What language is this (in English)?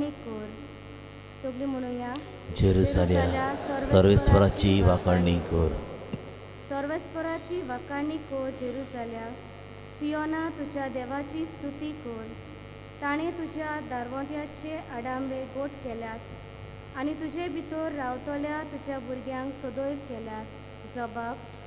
Konkani